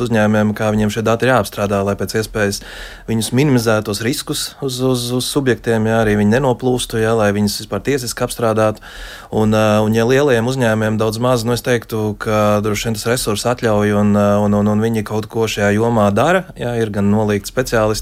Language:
Latvian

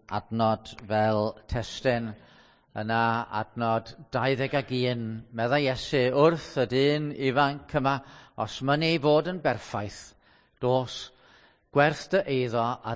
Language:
Welsh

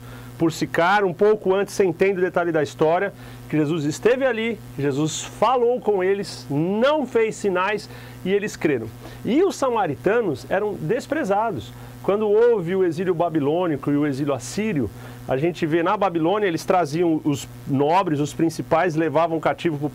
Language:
Portuguese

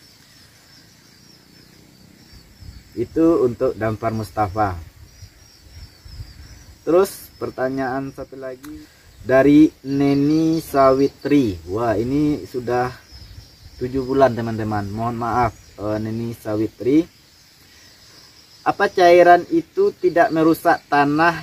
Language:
Indonesian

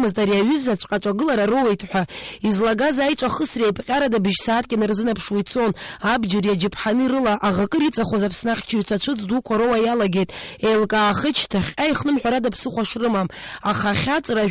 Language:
Abkhazian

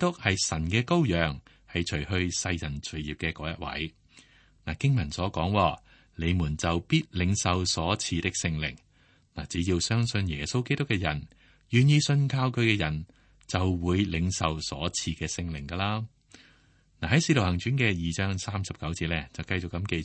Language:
Cantonese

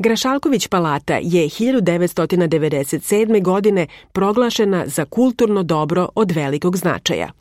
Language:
Serbian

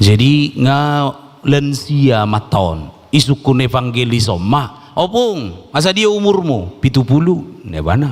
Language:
Batak Toba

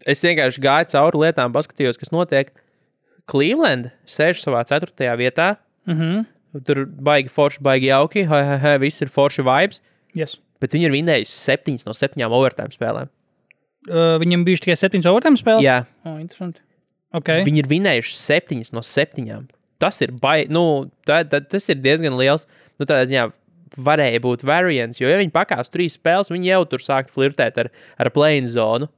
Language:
Latvian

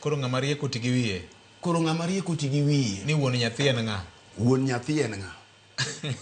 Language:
Luo (Kenya and Tanzania)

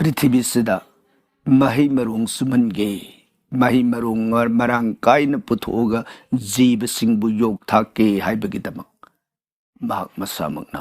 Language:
Manipuri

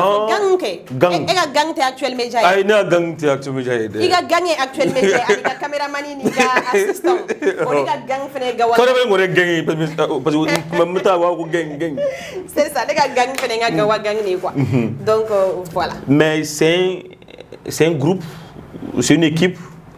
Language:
Bambara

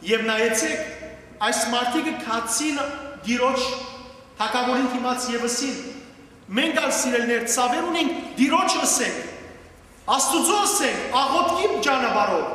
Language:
Western Armenian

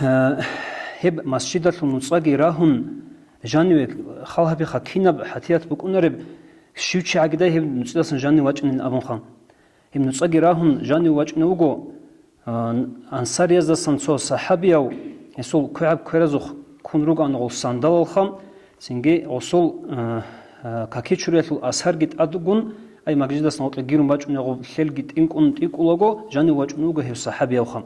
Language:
Avaric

